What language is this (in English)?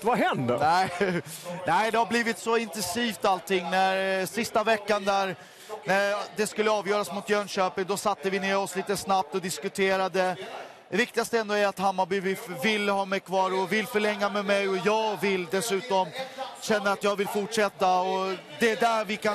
Swedish